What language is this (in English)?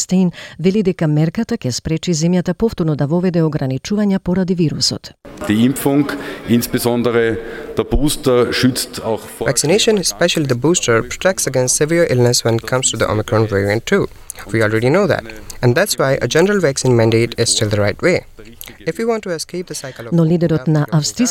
Macedonian